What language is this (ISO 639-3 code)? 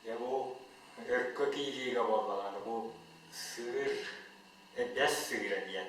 sah